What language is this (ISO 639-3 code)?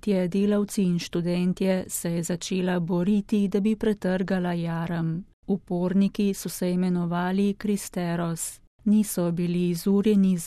slv